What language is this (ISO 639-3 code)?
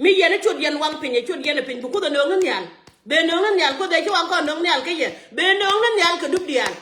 nus